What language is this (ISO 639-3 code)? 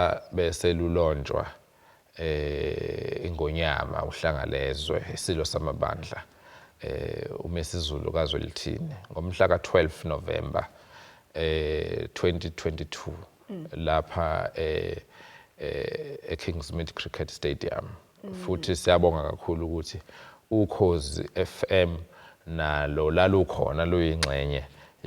zul